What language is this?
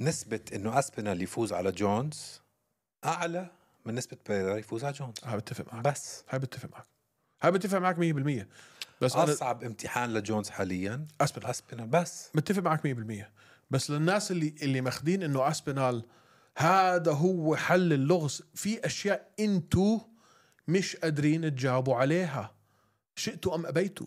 North Levantine Arabic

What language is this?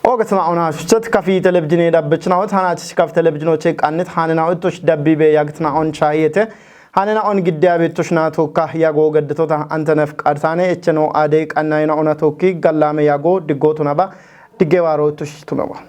Kafa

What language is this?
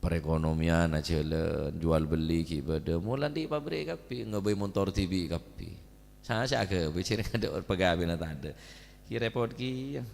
Madurese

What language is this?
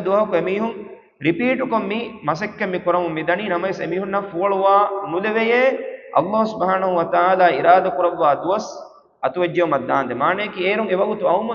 Divehi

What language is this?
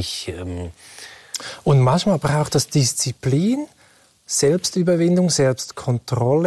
German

